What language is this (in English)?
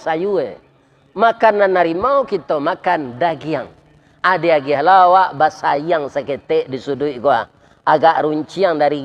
Minangkabau